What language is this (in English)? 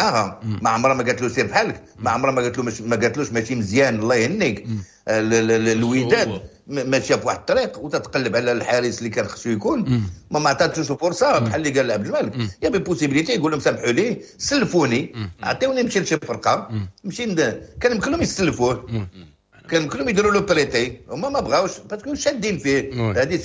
Moroccan Arabic